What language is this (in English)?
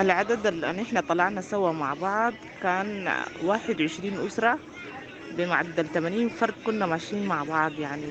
Sudanese Arabic